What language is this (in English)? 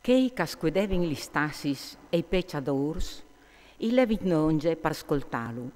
Friulian